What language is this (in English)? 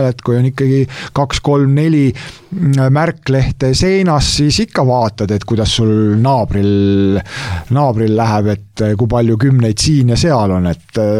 Estonian